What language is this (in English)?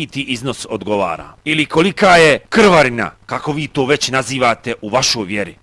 Bosnian